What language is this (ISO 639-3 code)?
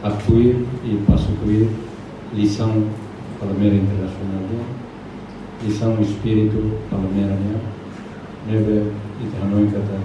tet